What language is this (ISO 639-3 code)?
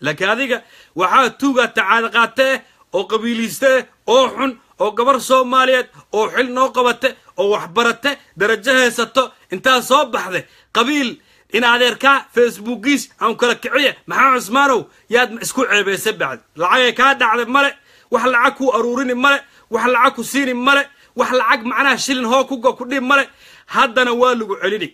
som